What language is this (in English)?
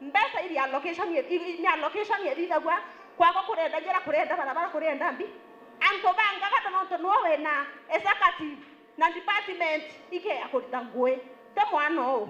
Meru